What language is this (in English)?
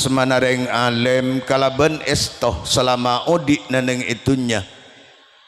Madurese